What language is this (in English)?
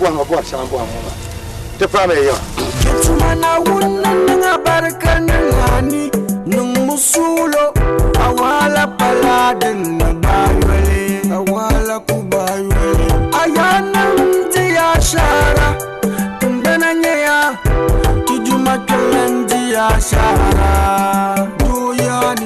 Dagbani